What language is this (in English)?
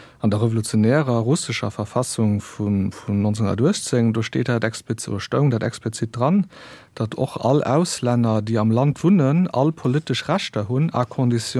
Luxembourgish